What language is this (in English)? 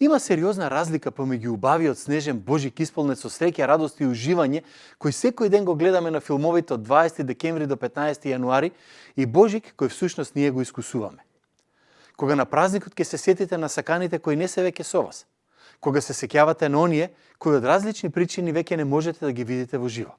Macedonian